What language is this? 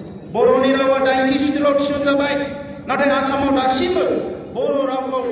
Bodo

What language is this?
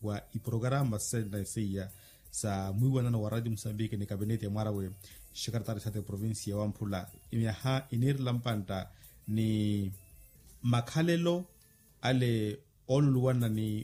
Makhuwa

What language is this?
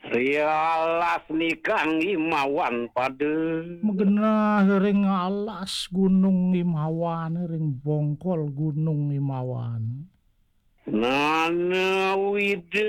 Balinese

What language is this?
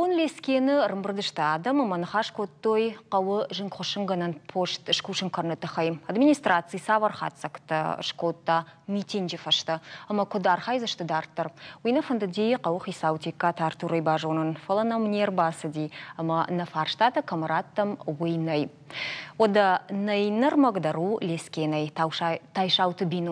Ossetic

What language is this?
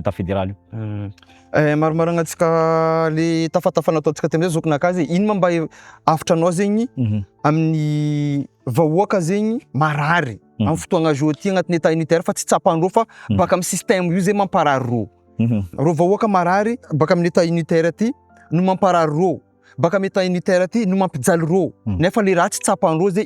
Malagasy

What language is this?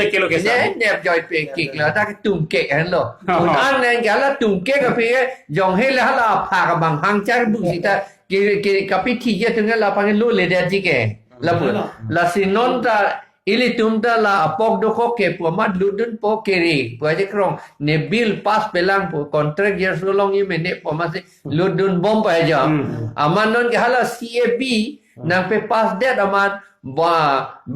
Karbi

